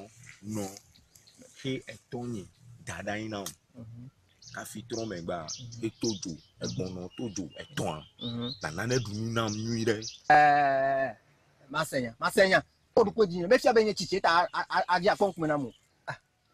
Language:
Ewe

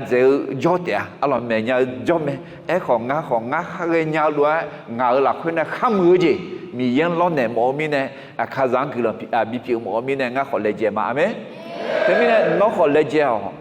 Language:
Akha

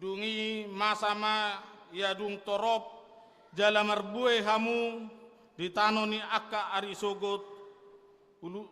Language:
Batak Toba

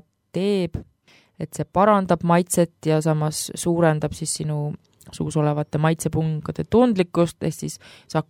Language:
Estonian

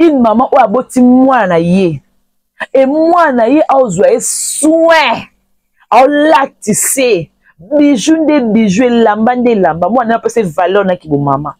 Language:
Lingala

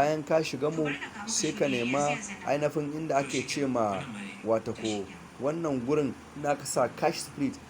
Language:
Hausa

